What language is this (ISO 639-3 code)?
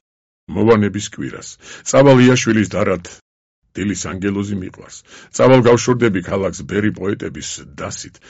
kat